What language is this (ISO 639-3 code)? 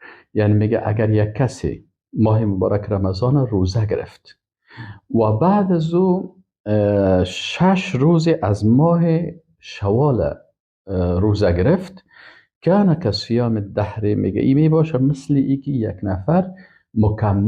fas